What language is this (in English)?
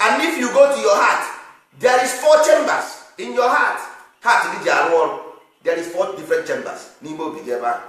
Igbo